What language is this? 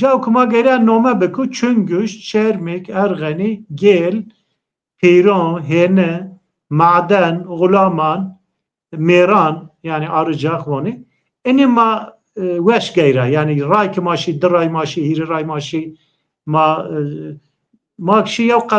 Zaza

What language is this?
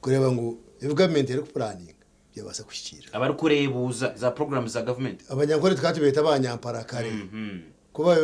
Nyankole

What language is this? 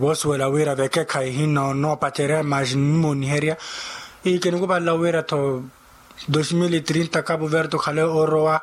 Makhuwa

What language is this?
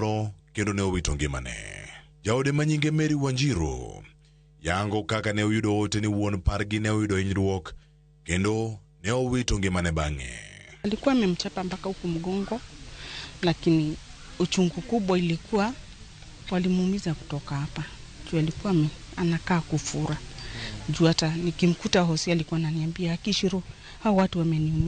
Luo (Kenya and Tanzania)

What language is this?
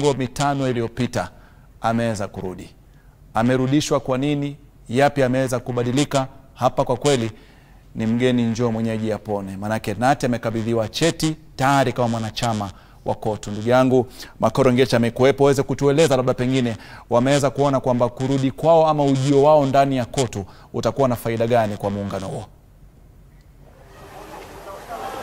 Swahili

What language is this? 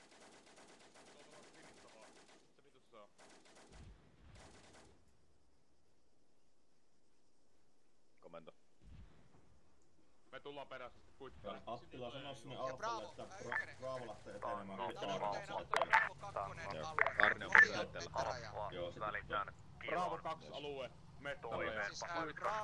Finnish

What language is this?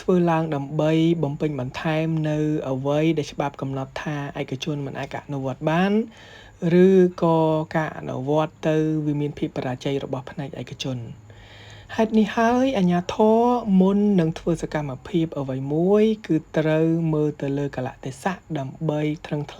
Khmer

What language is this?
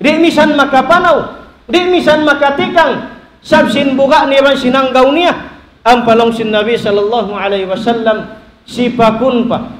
Tausug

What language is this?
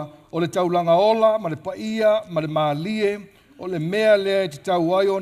Samoan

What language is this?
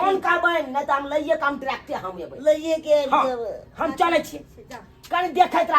Maithili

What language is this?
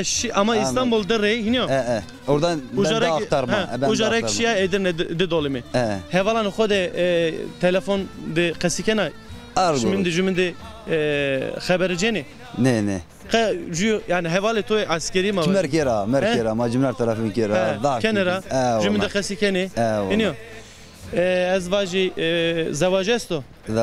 Zaza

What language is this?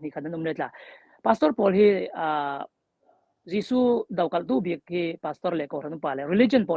Falam Chin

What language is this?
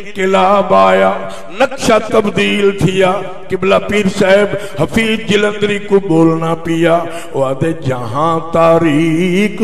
Saraiki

